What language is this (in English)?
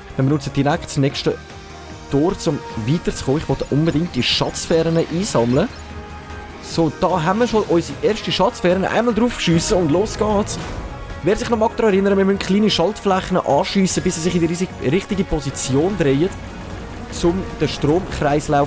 Swiss German